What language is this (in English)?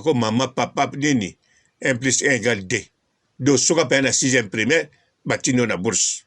Lingala